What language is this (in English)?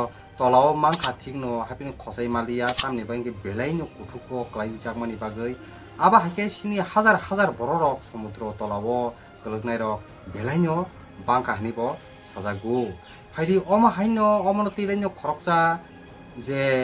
Kok Borok